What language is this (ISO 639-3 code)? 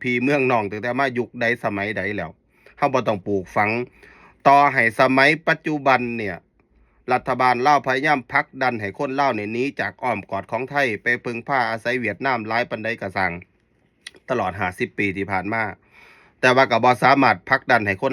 lao